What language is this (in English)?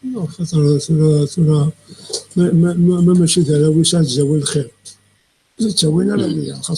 Kabyle